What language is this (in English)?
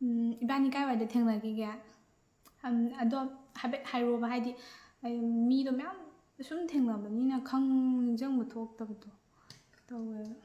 Manipuri